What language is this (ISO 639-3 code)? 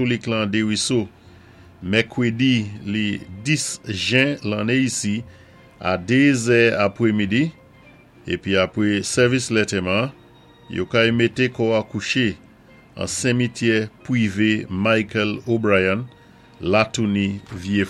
acf